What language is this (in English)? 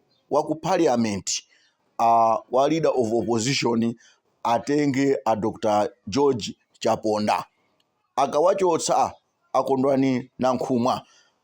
Nyanja